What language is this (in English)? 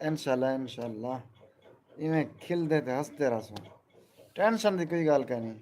Saraiki